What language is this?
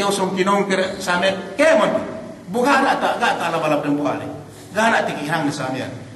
Yakan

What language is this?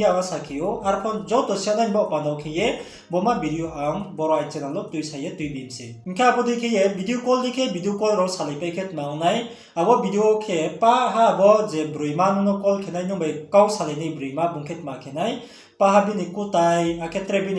Riang (India)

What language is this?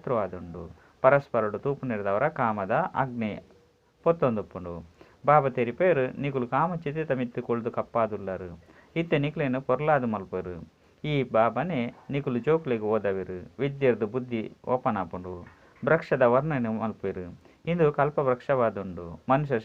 Tulu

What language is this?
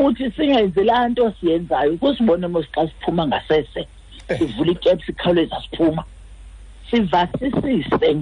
Xhosa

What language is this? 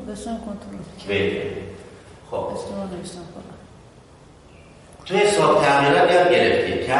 Persian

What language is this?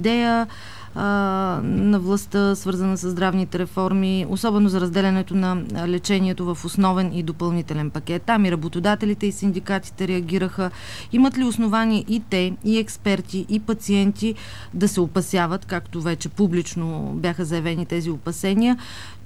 Bulgarian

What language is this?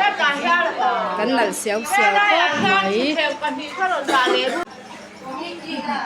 Mizo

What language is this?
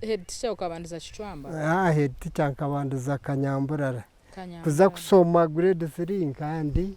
Nyankole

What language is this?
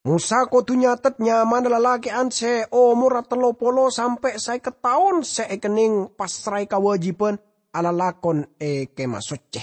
Madurese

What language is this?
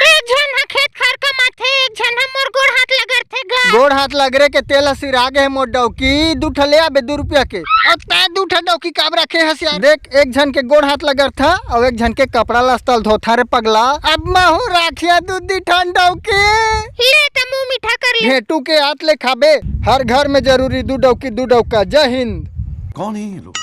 Chhattisgarhi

